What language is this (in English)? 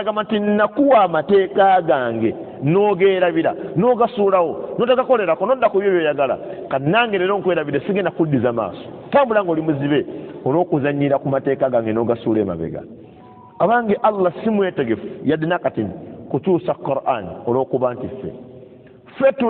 Ganda